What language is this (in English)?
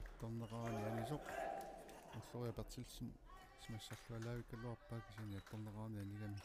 Kalaallisut